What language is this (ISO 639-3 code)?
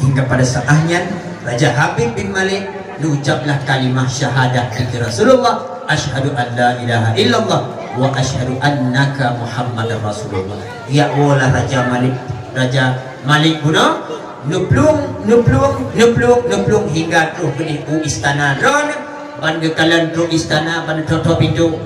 ace